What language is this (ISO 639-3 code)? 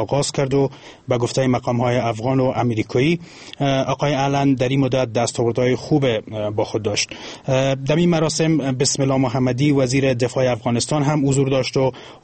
fas